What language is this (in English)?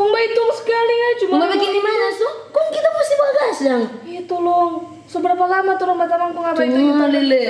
Manado Malay